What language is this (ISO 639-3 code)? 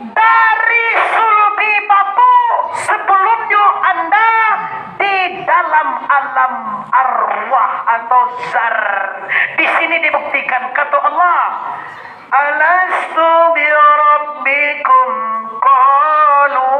min